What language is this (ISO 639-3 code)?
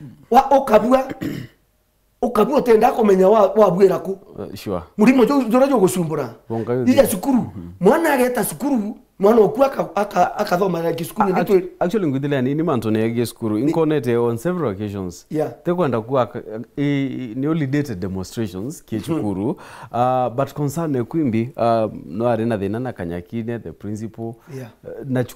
mer